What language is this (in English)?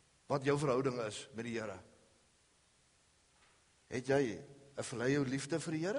Afrikaans